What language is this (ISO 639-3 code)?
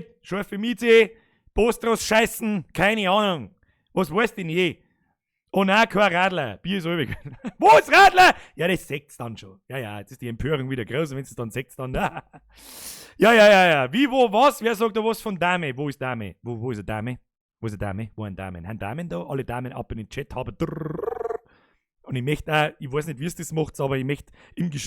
bar